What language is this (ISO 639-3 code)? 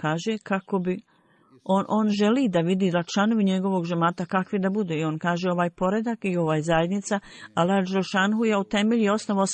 bos